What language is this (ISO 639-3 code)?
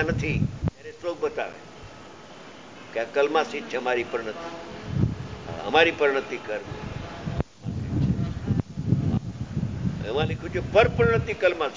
guj